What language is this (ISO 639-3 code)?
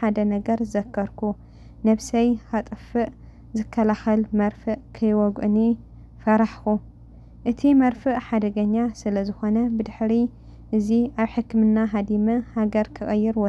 tir